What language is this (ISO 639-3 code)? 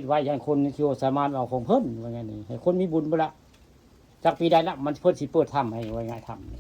tts